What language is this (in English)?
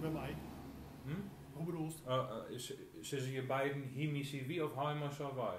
Gronings